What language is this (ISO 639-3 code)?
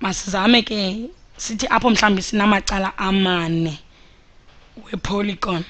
xho